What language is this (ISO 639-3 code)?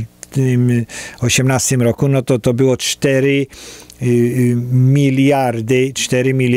pol